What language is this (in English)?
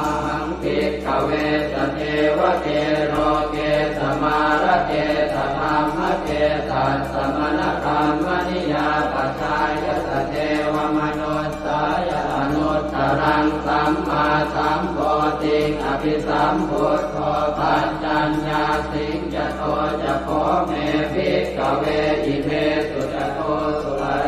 Pali